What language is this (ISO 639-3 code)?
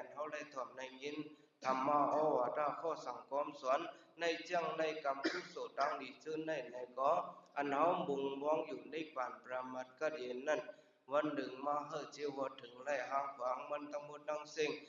shn